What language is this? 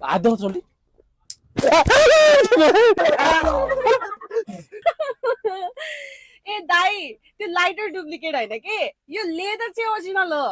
Nepali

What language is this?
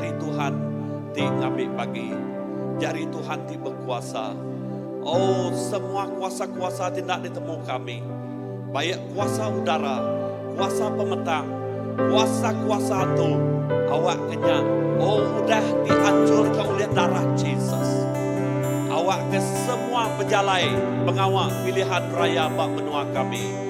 Iban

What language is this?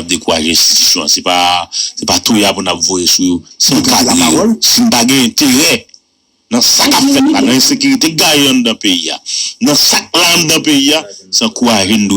Haitian Creole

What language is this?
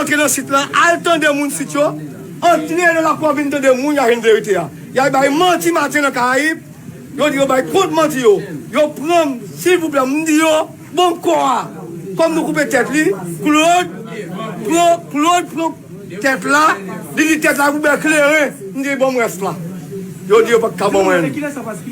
Haitian Creole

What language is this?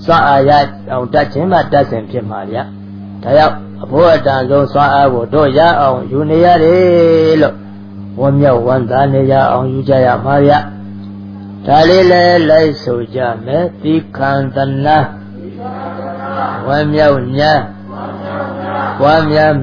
Burmese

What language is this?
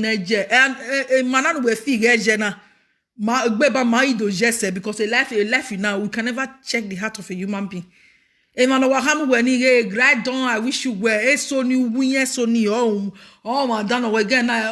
Nigerian Pidgin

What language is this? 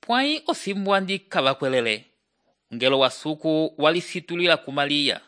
Umbundu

